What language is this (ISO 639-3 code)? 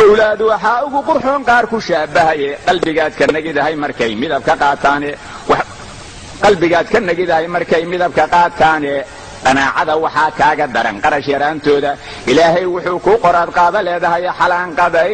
som